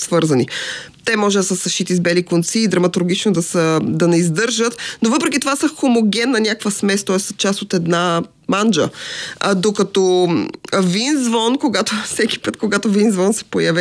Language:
Bulgarian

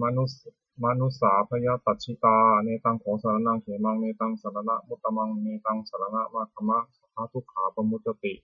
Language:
Pali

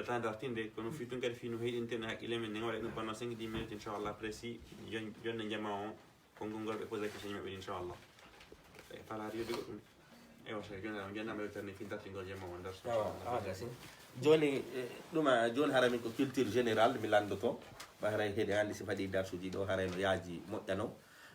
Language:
Fula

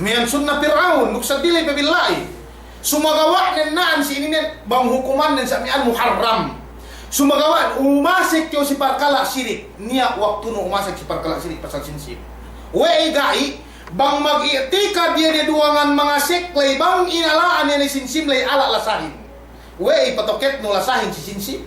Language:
Yakan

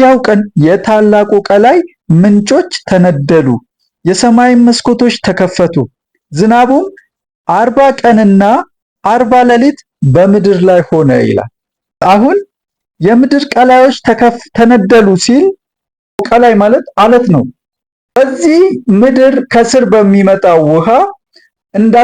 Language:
Amharic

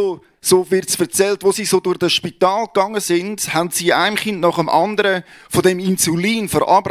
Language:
Swiss German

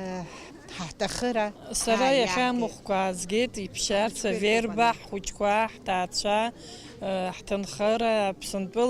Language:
Abkhazian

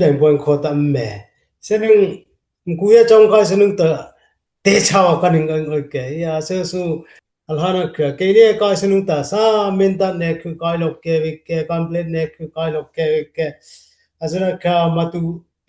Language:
Dimasa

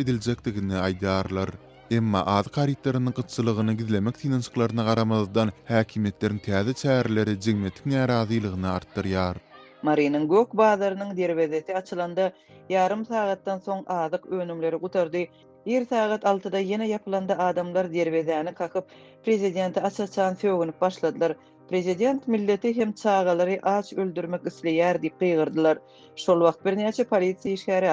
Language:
Turkmen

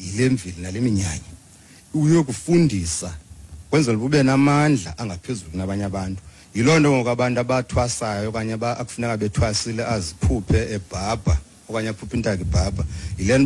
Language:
Xhosa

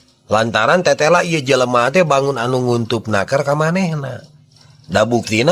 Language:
Sundanese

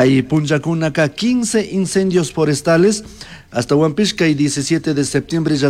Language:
Chimborazo Highland Quichua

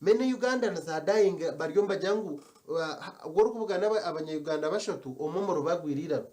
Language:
Nyankole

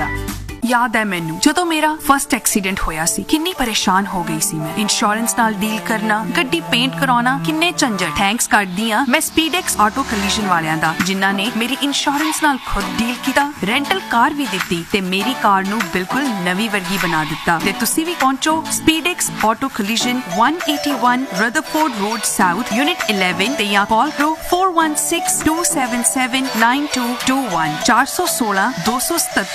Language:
Punjabi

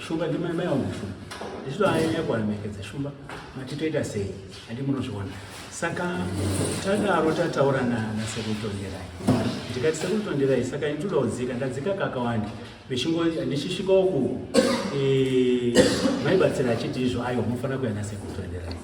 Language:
Shona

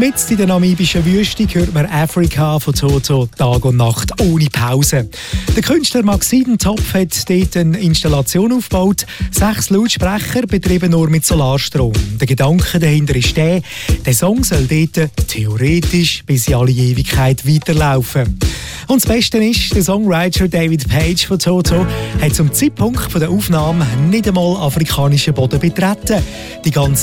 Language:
German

